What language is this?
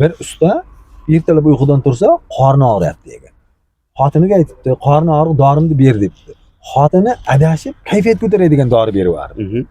Uzbek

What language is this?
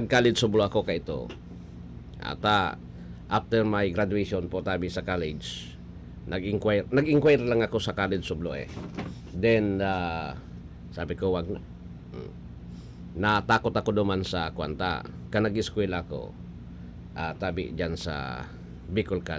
Bikol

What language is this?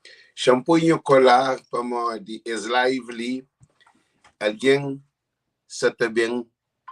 Kabuverdianu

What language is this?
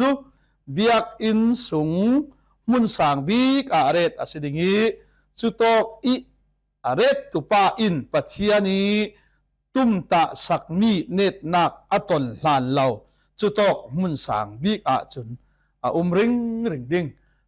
Falam Chin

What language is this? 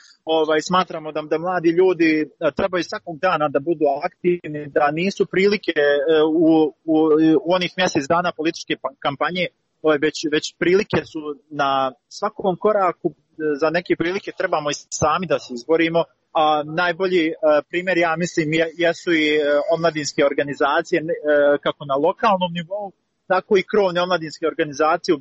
Bosnian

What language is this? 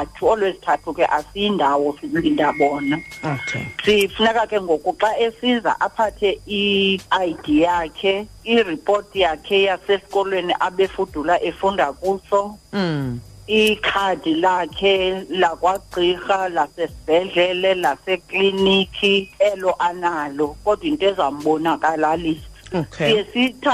Xhosa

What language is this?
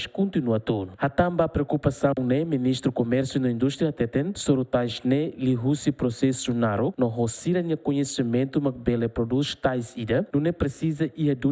Tetum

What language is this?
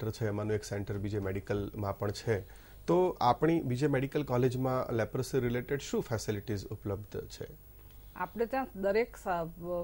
Gujarati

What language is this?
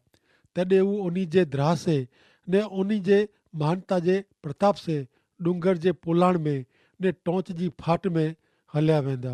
Kachhi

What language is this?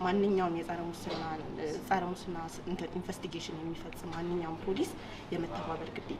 Amharic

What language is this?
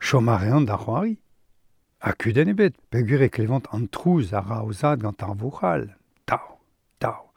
Breton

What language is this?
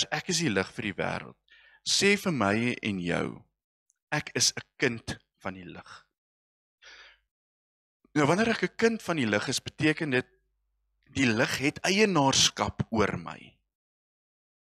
Afrikaans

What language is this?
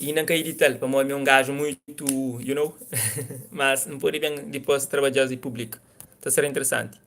Kabuverdianu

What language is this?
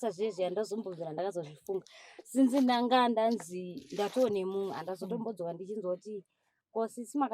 Shona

